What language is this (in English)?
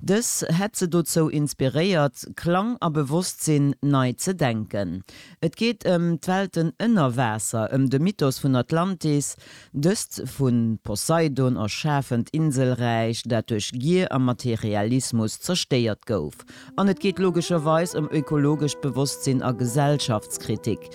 Luxembourgish